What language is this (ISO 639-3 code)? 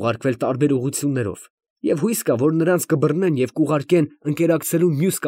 hye